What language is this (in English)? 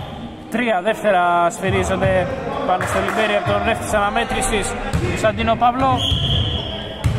Greek